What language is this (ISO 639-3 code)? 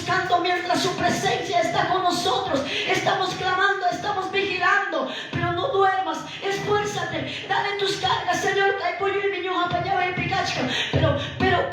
que